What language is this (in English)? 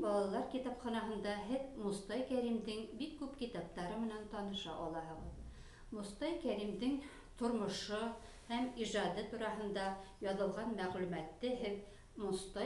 Bashkir